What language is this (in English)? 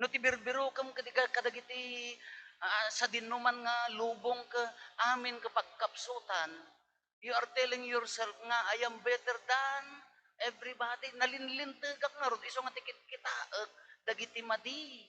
Iloko